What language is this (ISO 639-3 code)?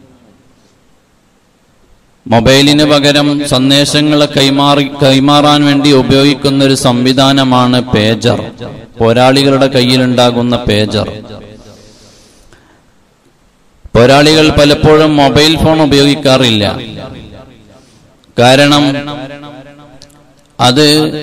mal